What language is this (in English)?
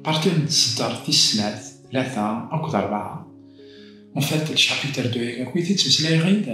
Kabyle